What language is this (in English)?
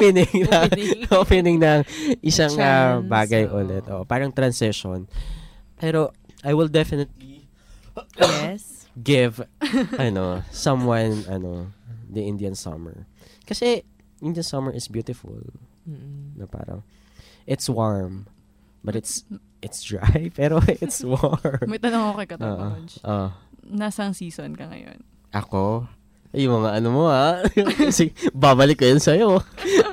Filipino